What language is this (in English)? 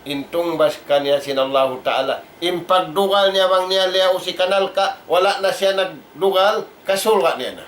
Tausug